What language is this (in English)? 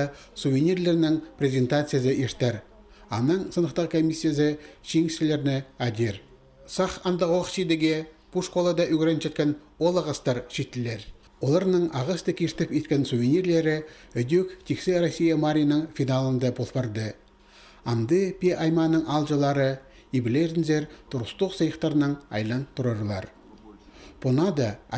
Khakas